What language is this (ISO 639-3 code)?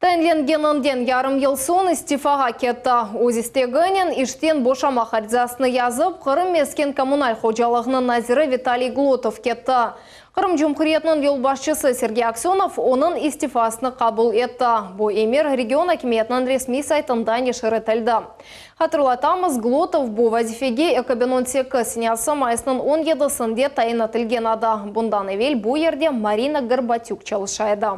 crh